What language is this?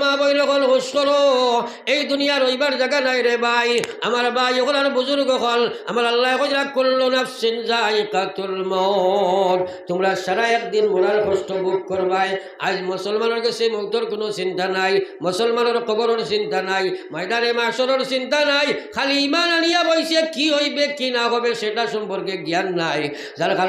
Sylheti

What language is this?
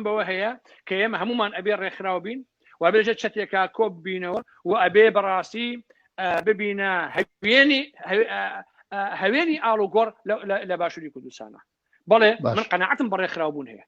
Central Kurdish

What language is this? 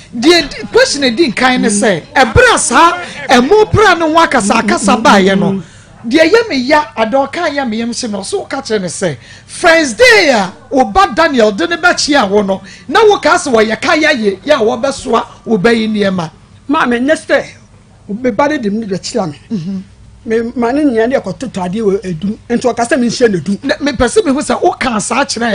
Akan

